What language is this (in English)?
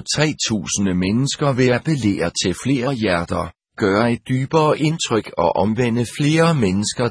Danish